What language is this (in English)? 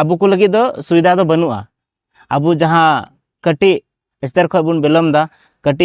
Santali